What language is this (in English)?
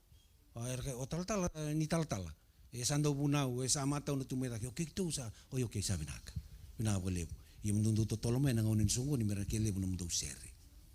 Fijian